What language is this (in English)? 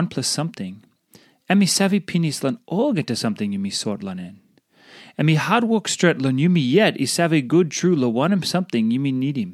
Tok Pisin